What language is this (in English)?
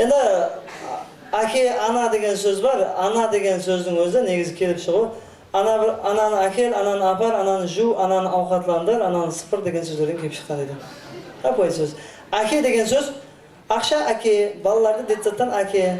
Kara-Kalpak